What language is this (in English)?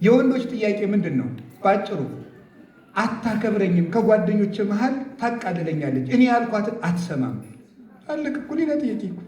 Amharic